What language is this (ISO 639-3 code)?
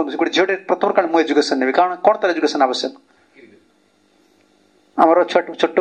ori